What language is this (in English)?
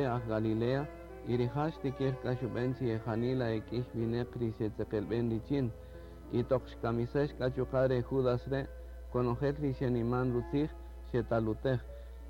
Kaqchikel